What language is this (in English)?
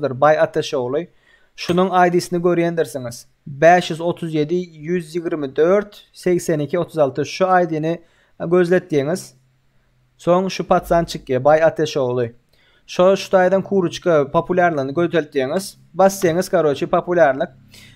Turkmen